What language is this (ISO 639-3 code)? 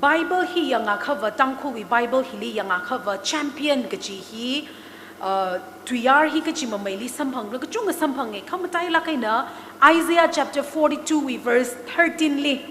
nmf